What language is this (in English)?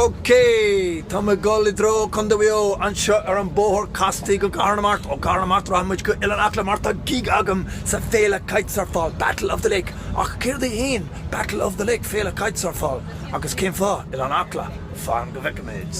Irish